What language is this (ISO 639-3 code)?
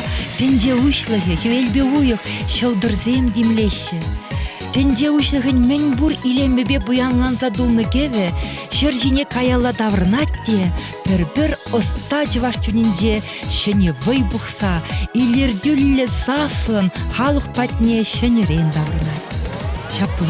chv